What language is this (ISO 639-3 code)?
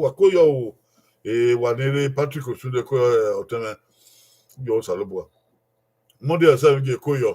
bin